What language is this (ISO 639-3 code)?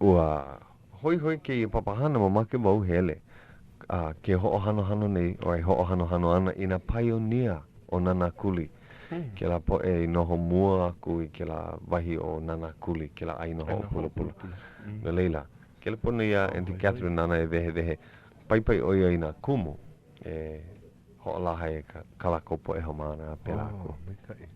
haw